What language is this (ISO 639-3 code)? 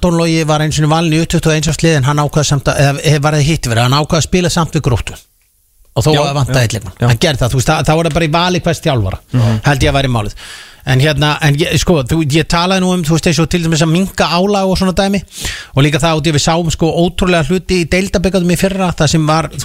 isl